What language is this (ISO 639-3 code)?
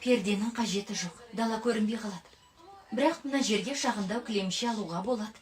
kaz